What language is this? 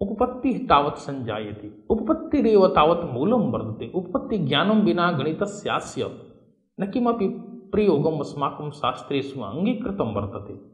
Sanskrit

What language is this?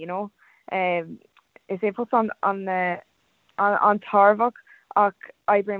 Irish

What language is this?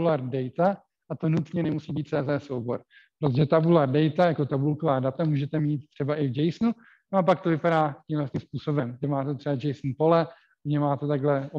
Czech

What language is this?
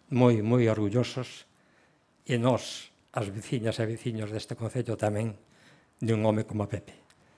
Galician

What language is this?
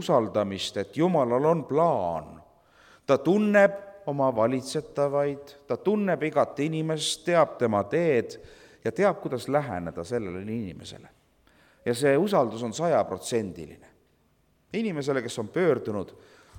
Estonian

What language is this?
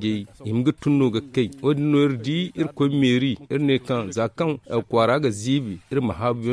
Zarma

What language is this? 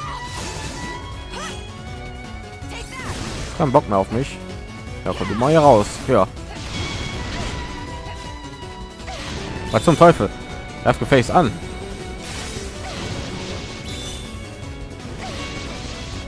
German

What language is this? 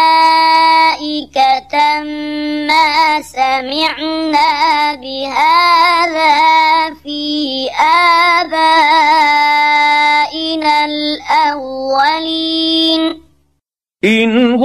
Arabic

